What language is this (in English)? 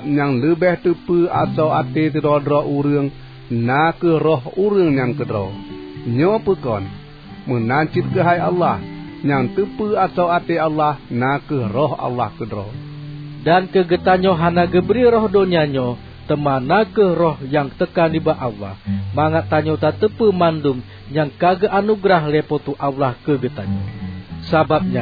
Achinese